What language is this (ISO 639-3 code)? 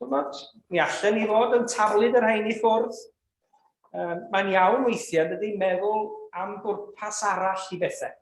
cym